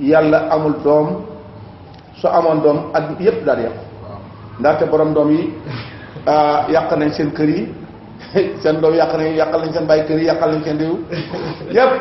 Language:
Wolof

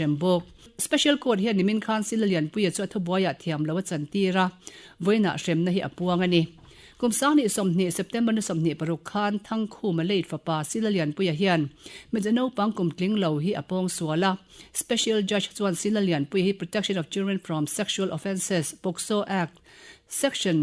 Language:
Mizo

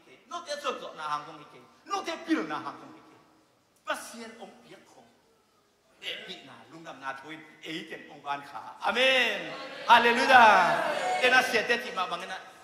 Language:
Tedim Chin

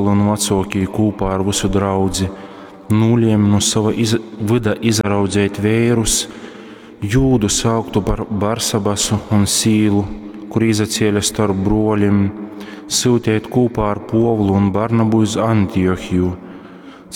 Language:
Latgalian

